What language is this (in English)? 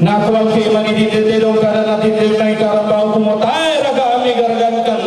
Toraja-Sa'dan